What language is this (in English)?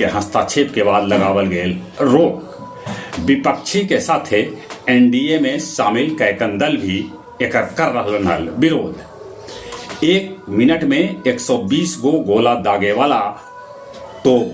Magahi